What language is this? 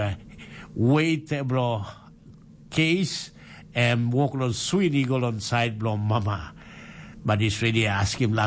Tok Pisin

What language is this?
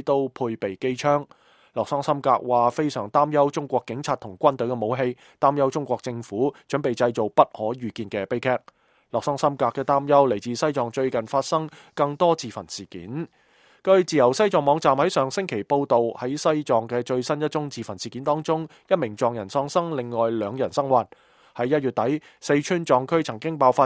Cantonese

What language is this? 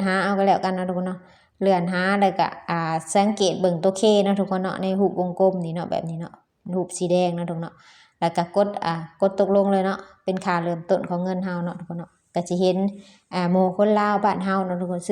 Lao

